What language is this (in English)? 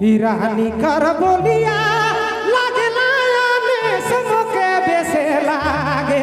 Sadri